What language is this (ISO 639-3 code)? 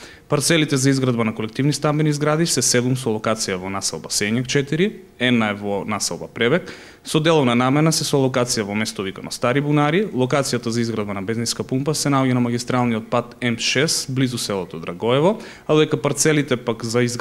mkd